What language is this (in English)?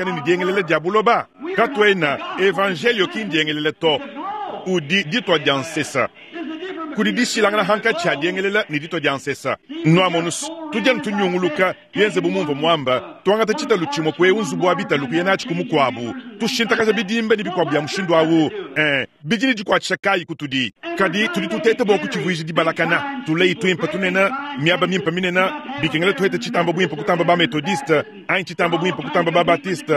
Luba-Lulua